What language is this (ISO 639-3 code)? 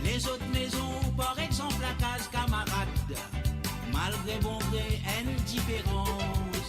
mfe